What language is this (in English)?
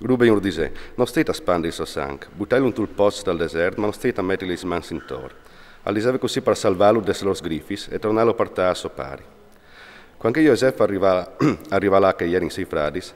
Friulian